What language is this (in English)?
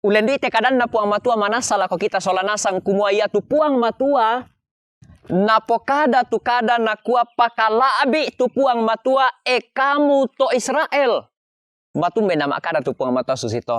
Toraja-Sa'dan